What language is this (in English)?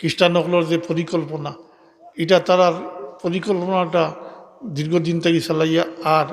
Sylheti